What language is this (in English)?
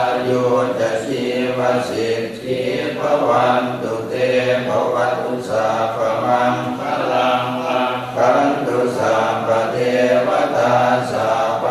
Pali